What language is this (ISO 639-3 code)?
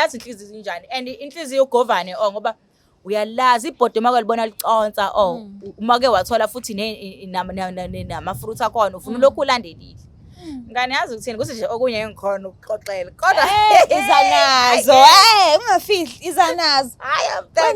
zul